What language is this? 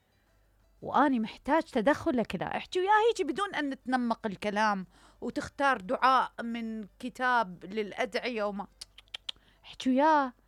Mesopotamian Arabic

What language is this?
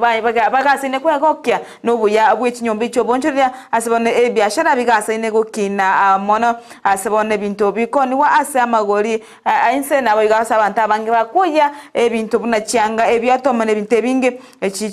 Gusii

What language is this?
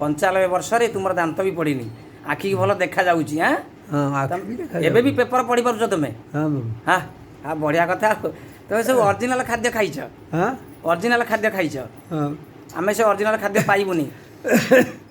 Odia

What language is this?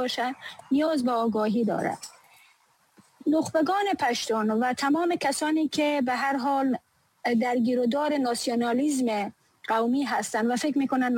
Persian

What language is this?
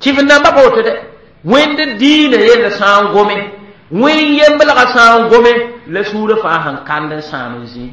Mossi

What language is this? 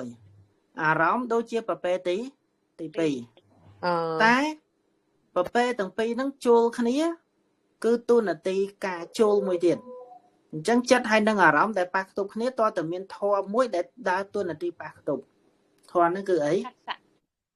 Khmer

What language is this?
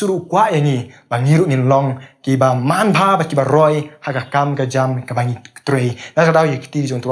Khasi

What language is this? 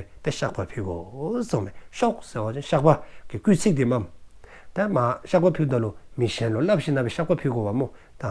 Dzongkha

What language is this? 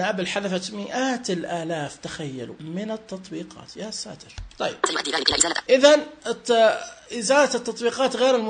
Najdi Arabic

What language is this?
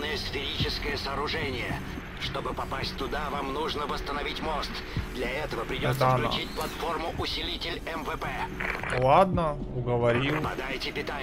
Russian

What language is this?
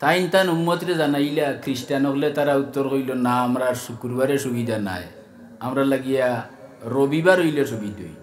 Sylheti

